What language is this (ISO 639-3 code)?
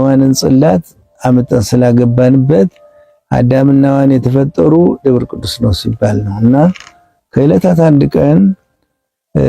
amh